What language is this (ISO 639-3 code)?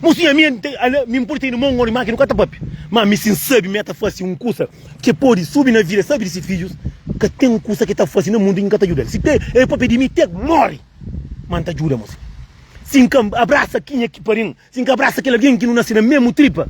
kea